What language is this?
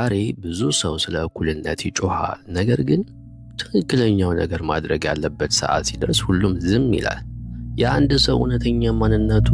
Amharic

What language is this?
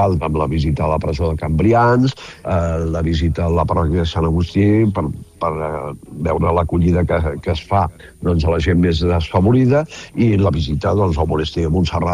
Catalan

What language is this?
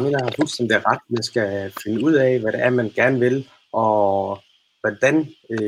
Danish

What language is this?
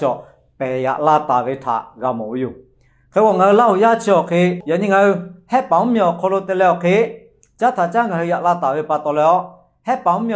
Lahu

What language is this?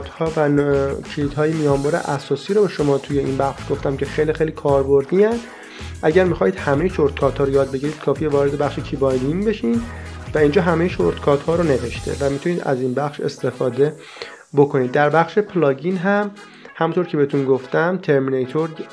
Persian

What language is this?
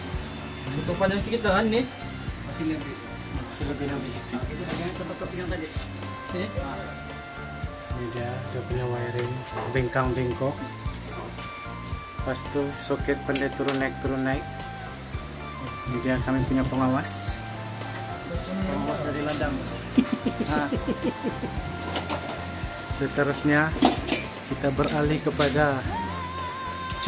Malay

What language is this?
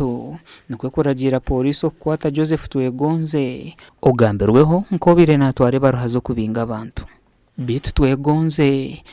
Nyankole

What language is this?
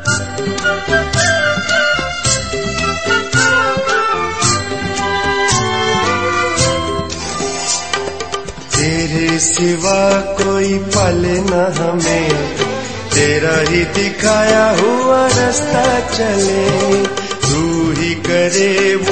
Hindi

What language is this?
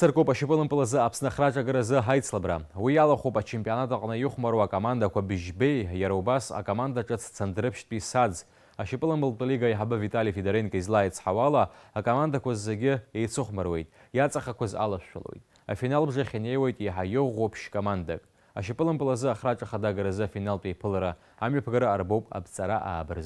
Abkhazian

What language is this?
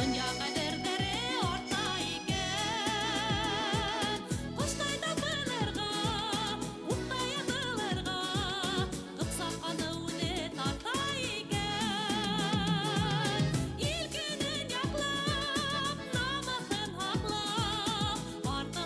Bashkir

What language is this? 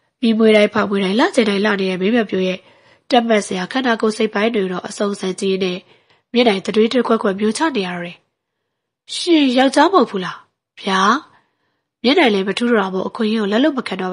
Burmese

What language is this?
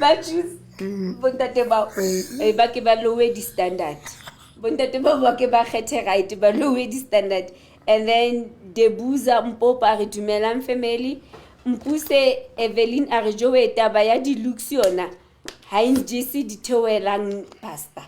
Southern Sotho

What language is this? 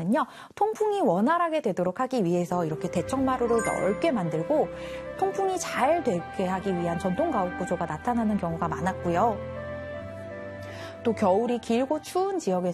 Korean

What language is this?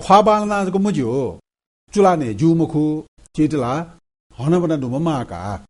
Newari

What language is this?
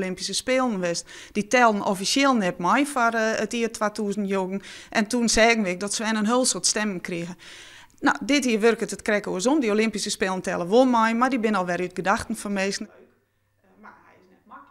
Western Frisian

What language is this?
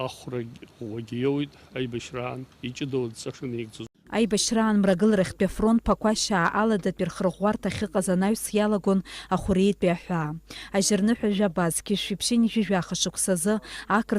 Abkhazian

